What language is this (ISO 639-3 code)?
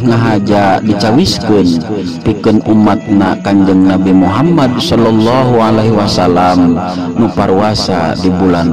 sun